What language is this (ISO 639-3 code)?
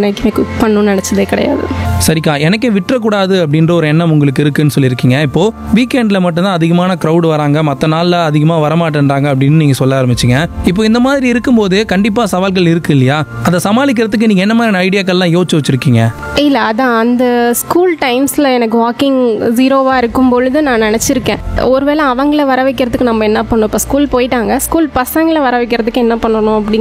tam